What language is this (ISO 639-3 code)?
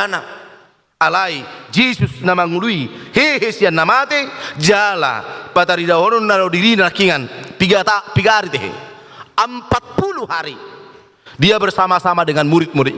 bbc